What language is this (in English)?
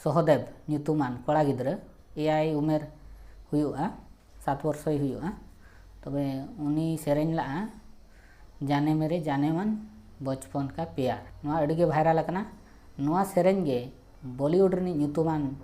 Santali